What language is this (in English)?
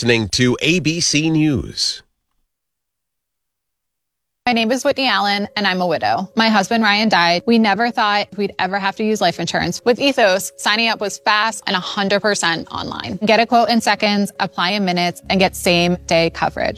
English